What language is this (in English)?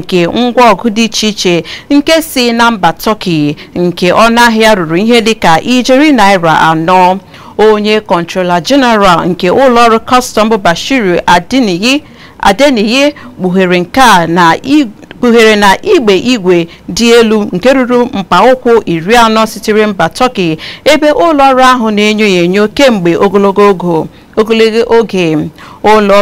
Igbo